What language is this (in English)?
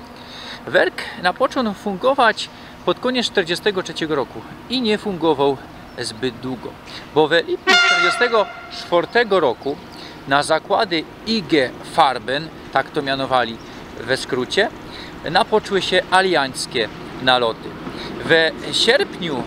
Silesian